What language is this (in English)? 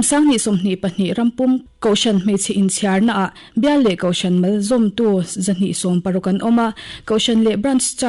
Mizo